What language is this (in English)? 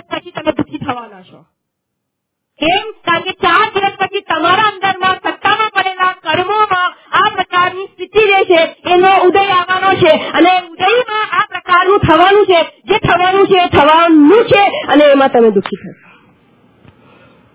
Gujarati